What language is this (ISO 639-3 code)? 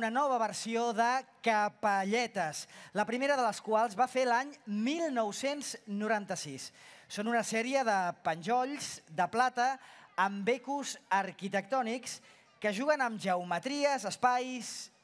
cat